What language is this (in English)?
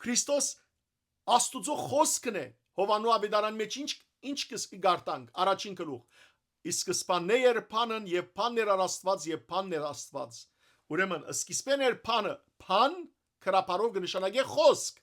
Western Armenian